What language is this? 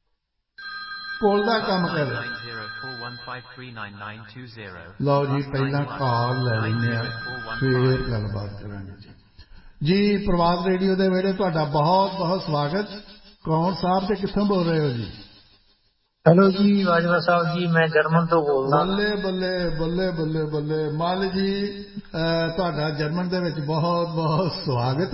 Punjabi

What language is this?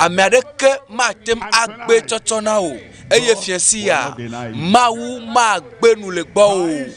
Ewe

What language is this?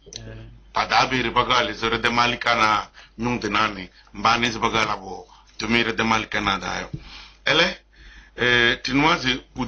Kabiyè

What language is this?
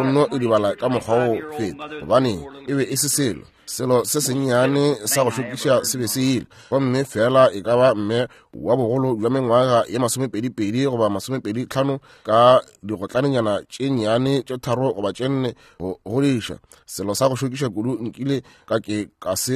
Northern Sotho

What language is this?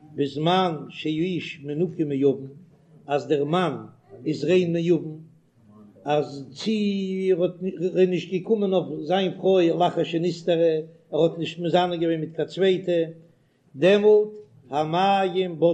Yiddish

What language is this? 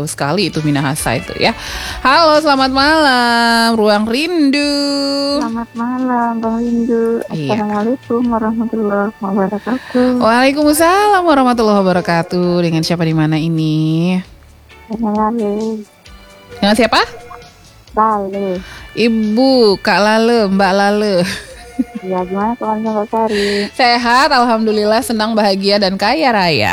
Indonesian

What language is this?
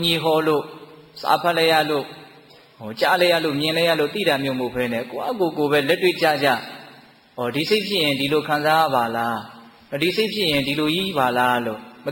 Burmese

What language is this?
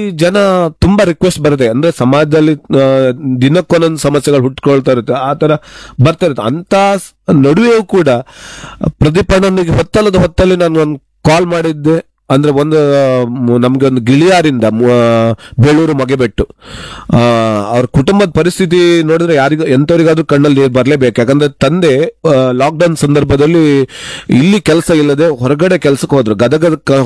Kannada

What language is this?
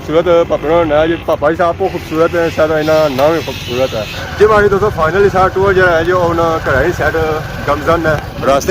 Pahari-Potwari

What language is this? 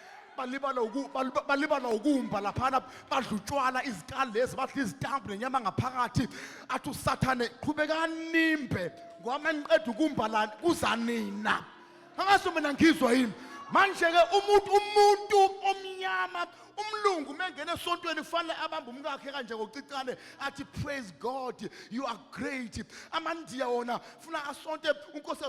Zulu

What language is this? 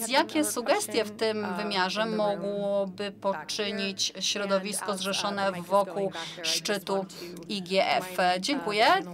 Polish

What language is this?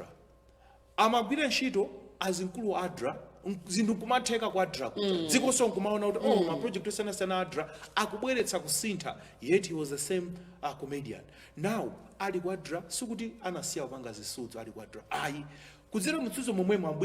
Nyanja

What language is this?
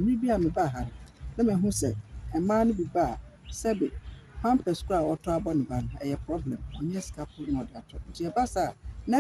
Akan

